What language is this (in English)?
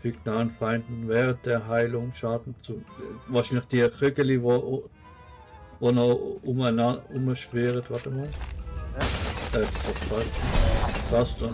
Swiss German